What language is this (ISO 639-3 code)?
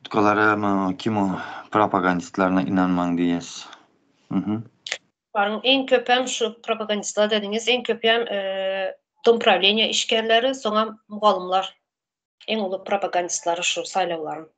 tuk